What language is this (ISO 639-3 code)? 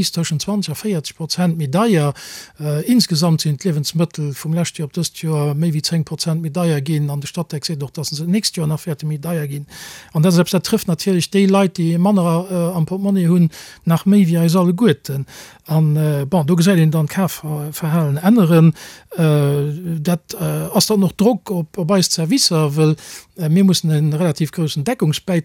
ltz